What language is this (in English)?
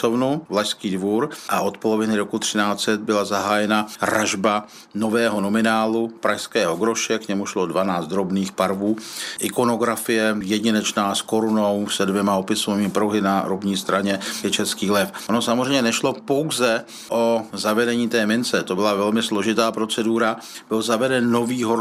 Czech